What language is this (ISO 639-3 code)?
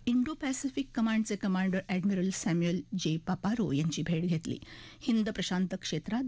mar